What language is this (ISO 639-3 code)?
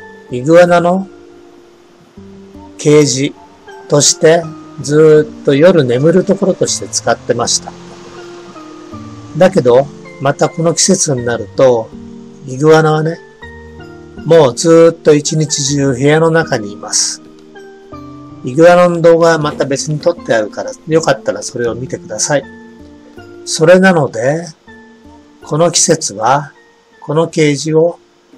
jpn